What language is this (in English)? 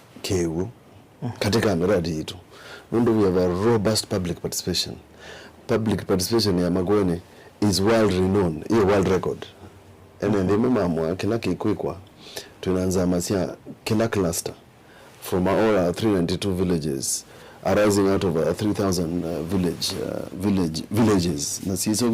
Kamba